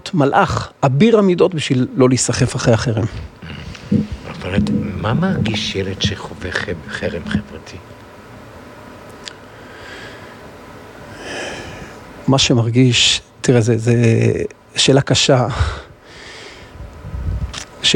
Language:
Hebrew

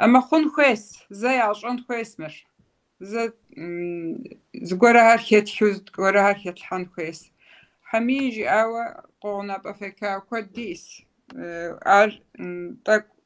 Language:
Kabardian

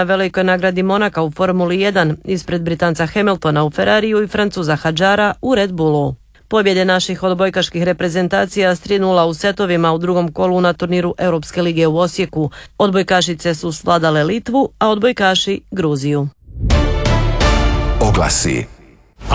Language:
Croatian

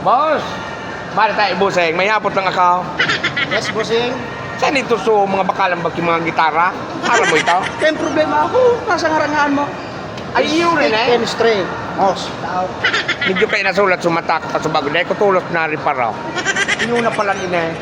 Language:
Bikol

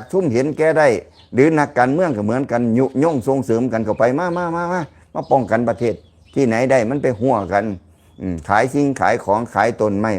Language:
Lao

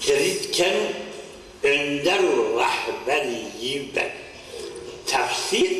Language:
Zaza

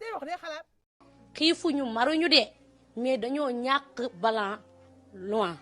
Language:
Wolof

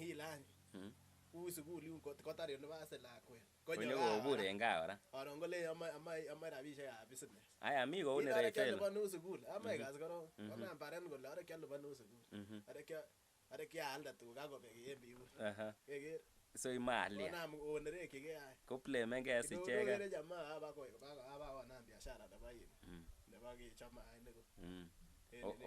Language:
Kalenjin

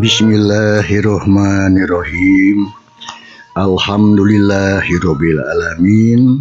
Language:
Sundanese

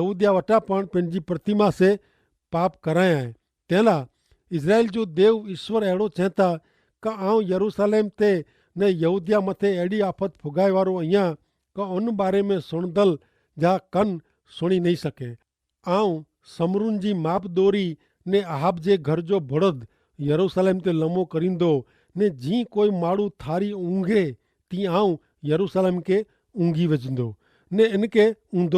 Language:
Kachhi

